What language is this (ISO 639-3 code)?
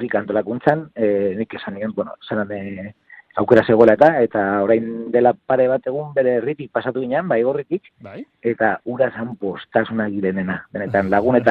eus